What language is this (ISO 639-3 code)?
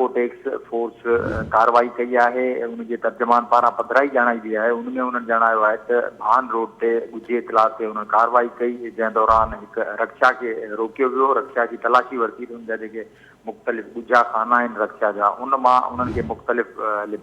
snd